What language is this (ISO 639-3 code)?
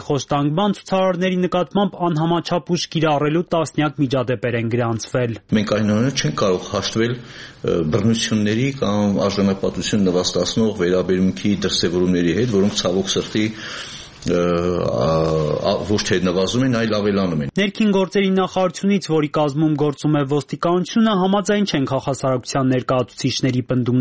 hye